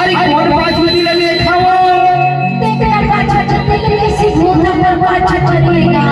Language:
Chhattisgarhi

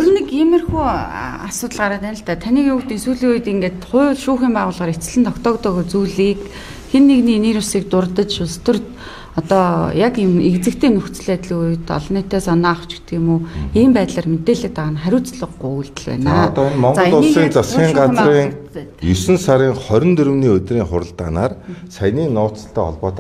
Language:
Mongolian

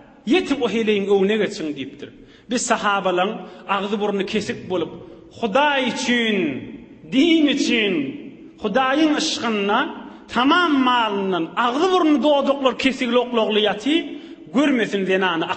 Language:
Turkmen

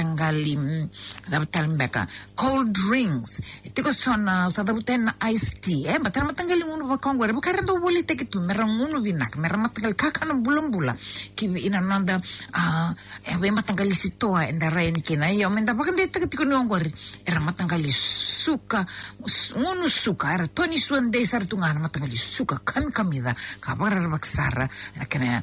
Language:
Fijian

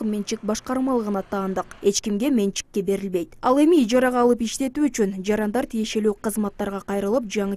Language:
Kyrgyz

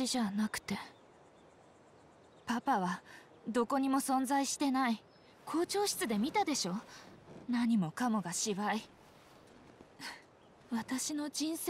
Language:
Japanese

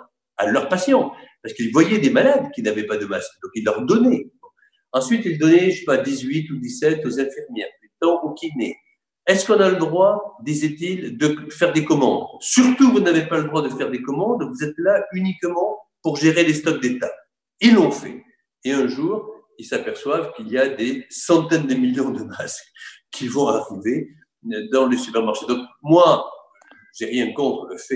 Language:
French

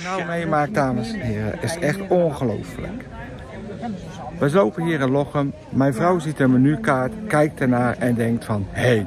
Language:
Dutch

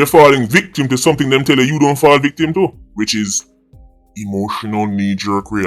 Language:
Jamaican Creole English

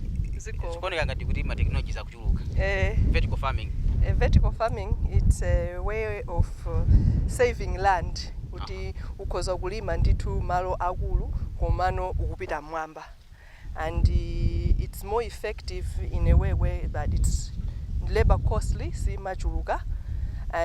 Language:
Nyanja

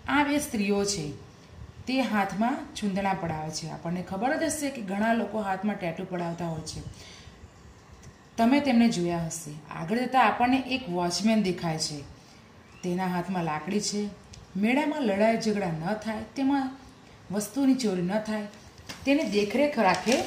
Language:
Gujarati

